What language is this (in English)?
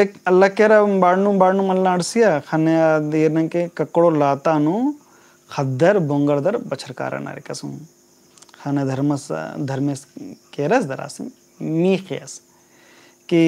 Kurukh